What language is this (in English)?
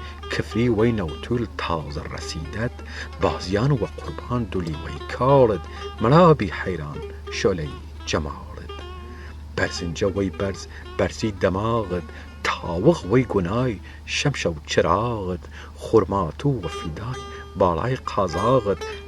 Southern Kurdish